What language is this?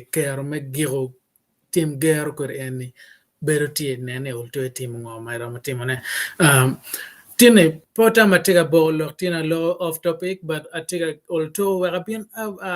Acoli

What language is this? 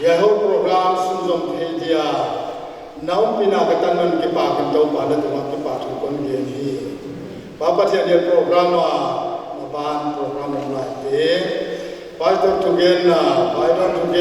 Paite Chin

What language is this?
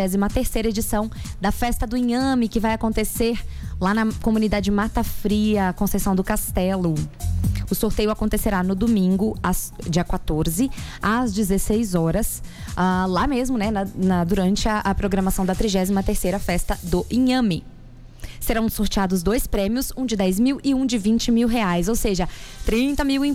Portuguese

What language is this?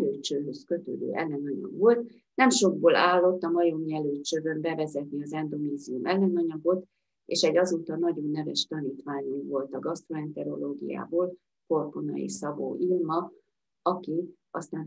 Hungarian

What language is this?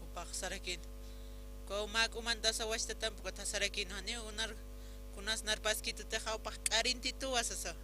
Aymara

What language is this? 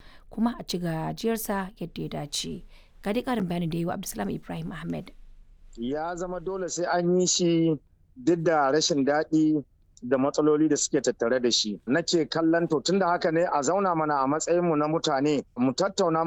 Hausa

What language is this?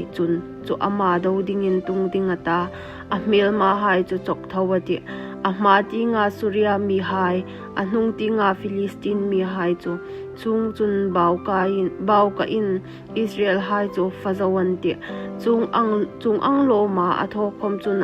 Hmar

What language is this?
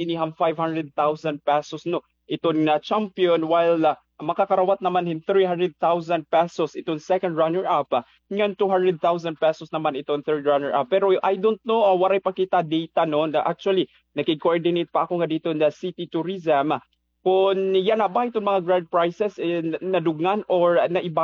Waray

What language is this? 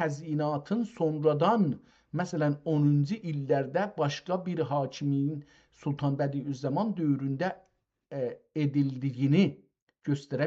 South Azerbaijani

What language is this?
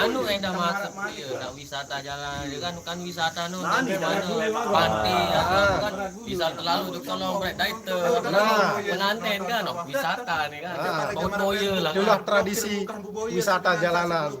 Sasak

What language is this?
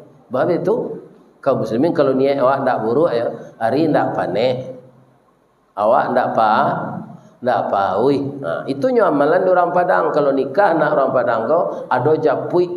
Minangkabau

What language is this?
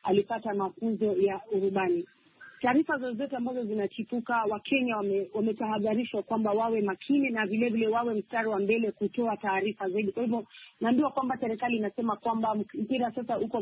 Swahili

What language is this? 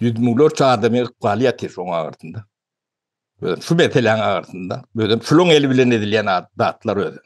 Turkmen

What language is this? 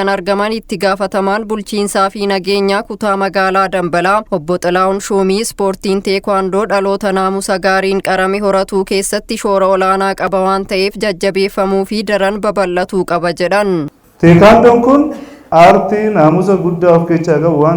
Oromo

